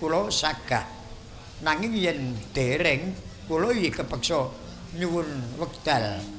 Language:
Javanese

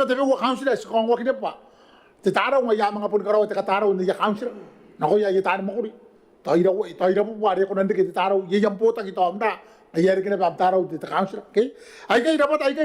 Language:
Gilbertese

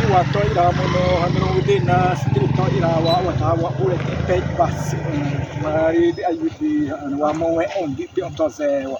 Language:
Xavánte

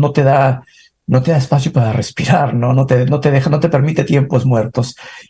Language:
Spanish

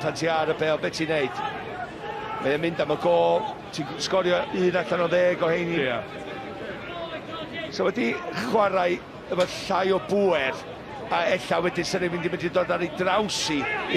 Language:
Welsh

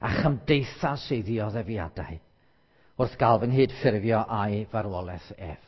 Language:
Welsh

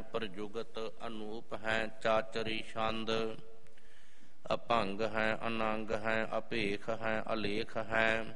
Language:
Punjabi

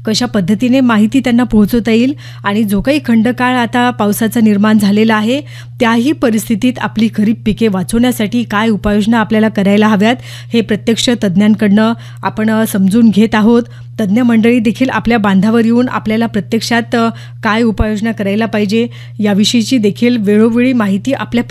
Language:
Marathi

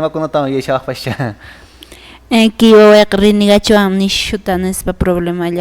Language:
Quechua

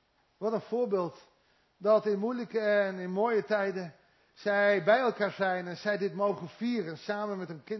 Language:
Dutch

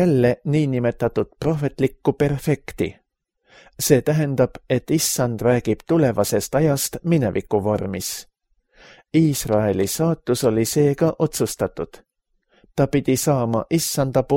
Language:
Estonian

